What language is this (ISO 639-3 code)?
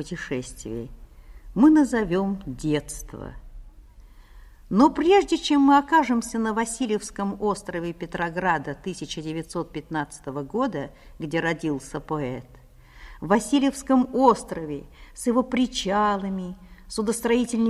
rus